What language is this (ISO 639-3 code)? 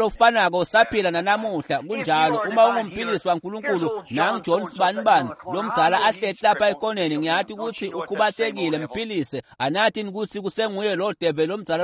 ssw